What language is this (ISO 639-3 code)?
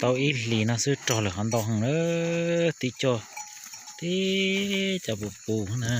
hmn